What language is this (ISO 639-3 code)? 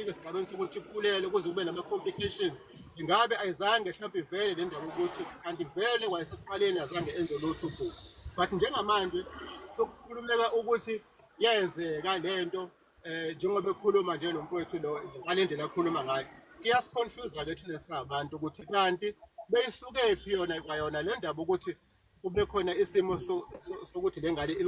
zul